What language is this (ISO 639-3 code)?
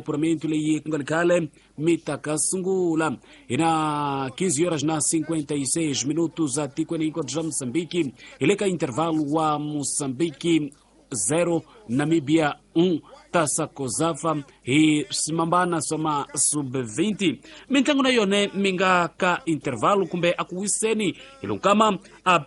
tso